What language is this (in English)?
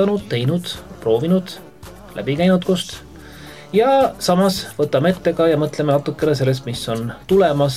Estonian